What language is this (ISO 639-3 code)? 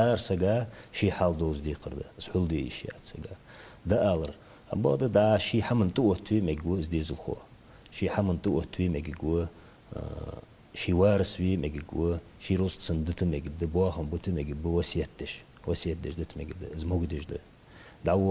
inh